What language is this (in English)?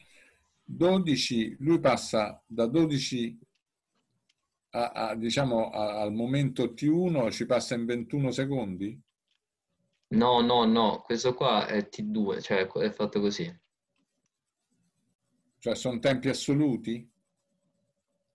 Italian